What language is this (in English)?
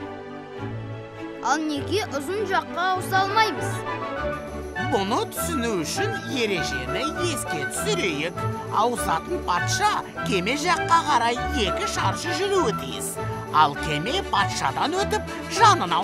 Kazakh